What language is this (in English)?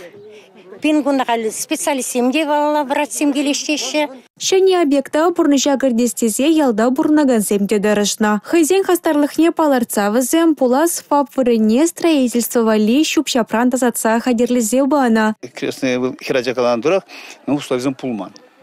Chuvash